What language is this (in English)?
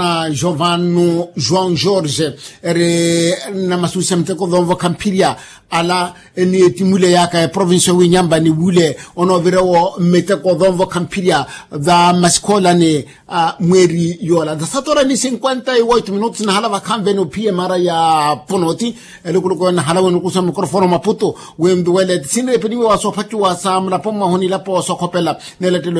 Makhuwa